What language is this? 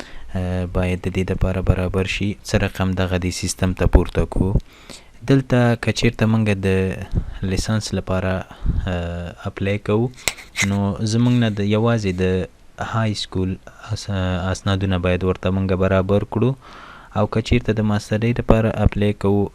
Pashto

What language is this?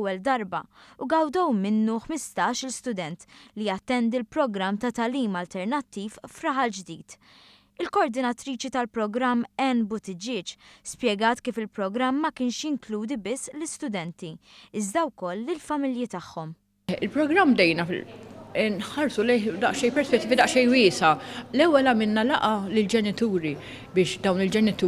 Maltese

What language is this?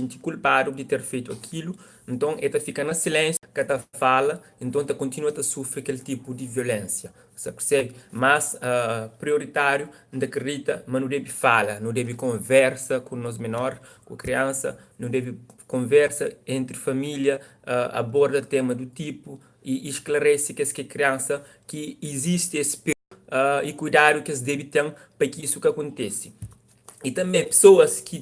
Kabuverdianu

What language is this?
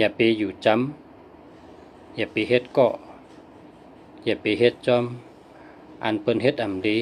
Shan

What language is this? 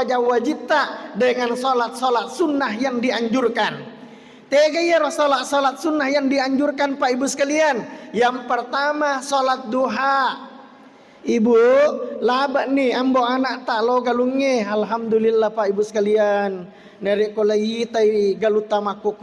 Buginese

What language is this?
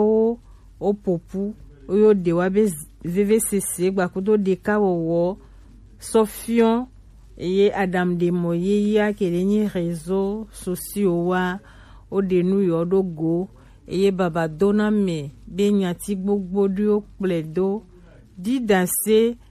Gen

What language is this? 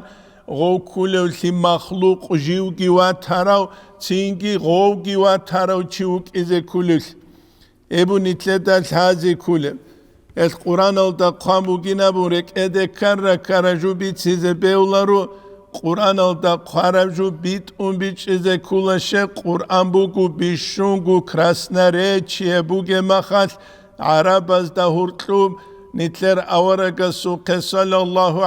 Avaric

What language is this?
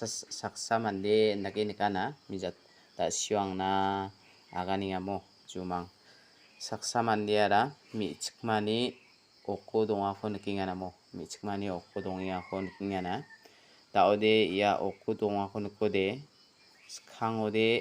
Garo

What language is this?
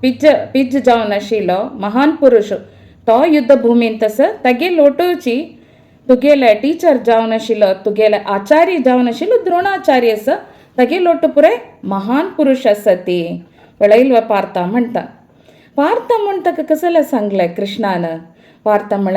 Konkani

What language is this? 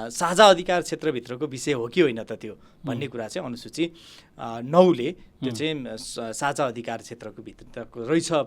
Nepali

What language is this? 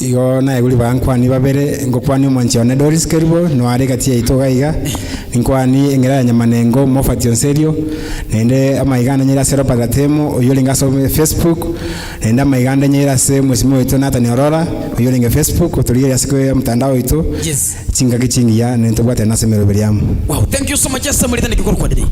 Gusii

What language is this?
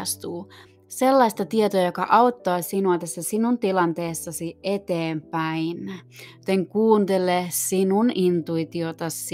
Finnish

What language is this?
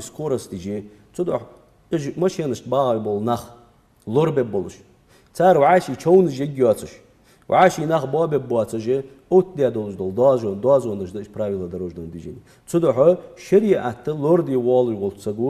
Ingush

